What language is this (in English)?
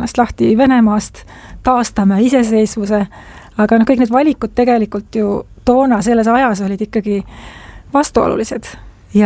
Estonian